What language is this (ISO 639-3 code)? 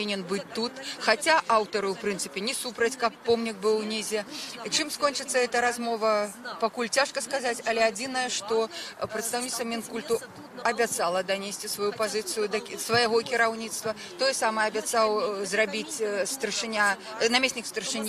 bel